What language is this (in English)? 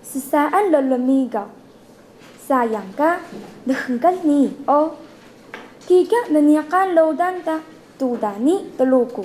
Taroko